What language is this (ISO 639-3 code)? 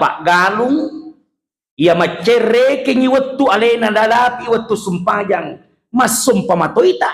bug